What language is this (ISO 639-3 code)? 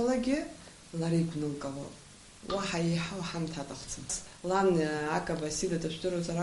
abk